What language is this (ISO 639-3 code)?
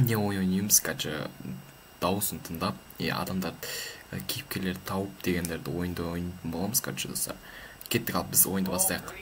kaz